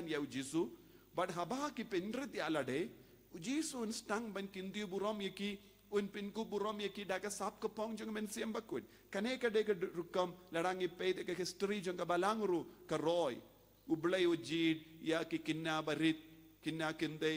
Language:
Khasi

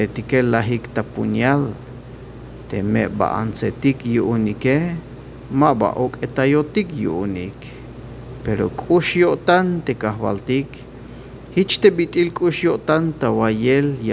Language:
Tzeltal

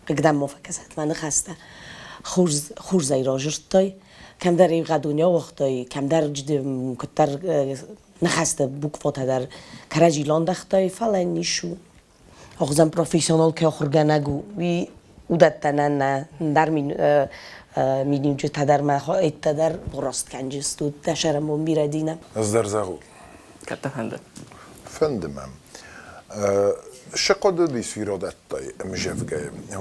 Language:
Ossetic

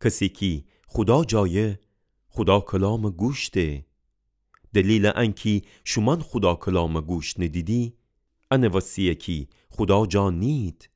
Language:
Gilaki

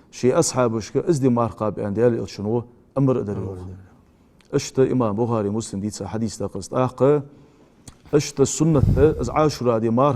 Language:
Ingush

